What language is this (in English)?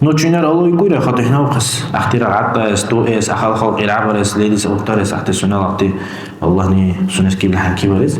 Dargwa